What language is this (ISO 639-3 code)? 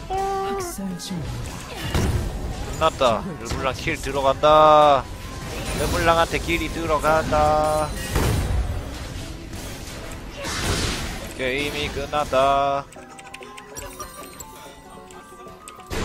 kor